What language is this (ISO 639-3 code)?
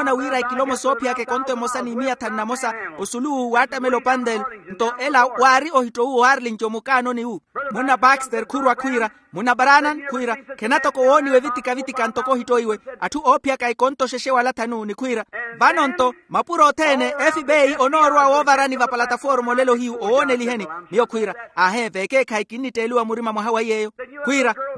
vmw